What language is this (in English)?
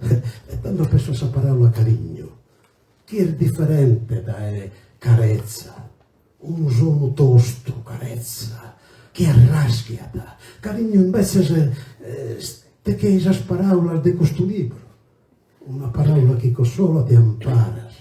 Sardinian